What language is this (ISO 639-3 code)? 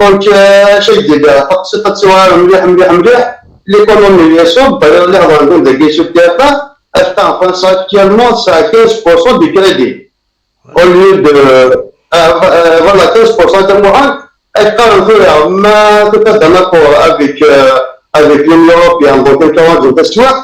kab